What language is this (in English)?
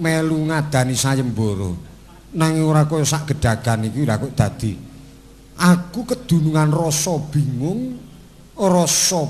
Javanese